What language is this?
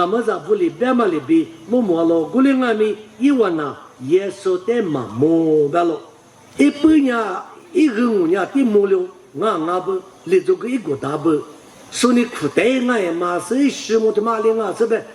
Lisu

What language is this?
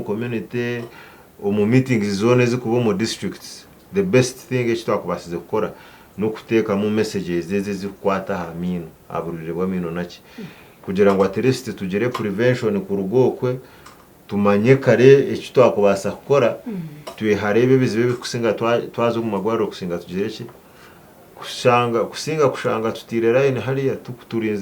Nyankole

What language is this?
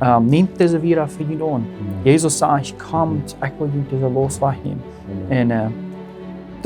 Plautdietsch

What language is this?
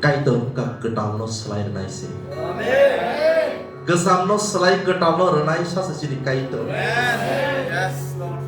Kok Borok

